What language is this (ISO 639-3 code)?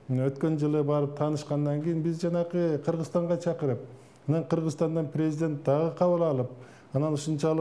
kir